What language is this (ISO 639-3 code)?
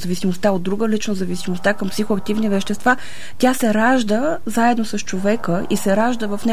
bul